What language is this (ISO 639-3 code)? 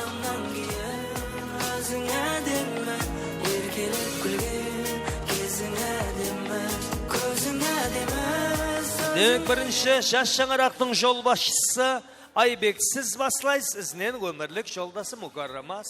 kaa